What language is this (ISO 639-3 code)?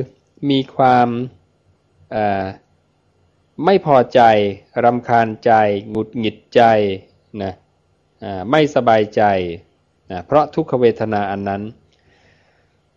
tha